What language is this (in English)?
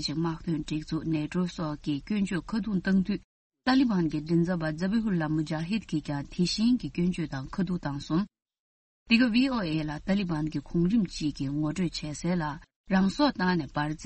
Tibetan